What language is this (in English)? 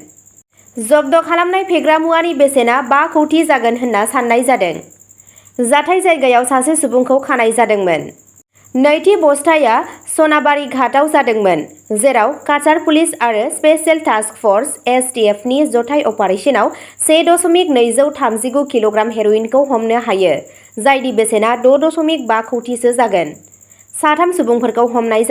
Bodo